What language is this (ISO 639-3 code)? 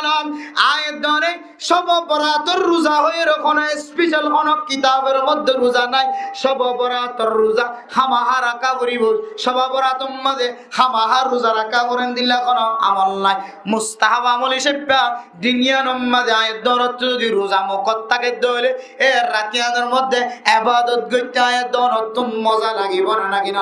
rhg